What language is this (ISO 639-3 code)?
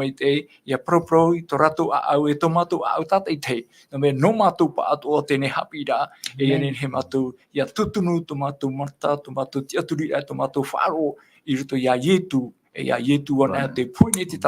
tah